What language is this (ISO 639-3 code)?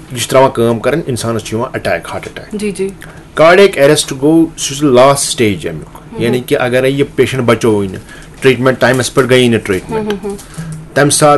kas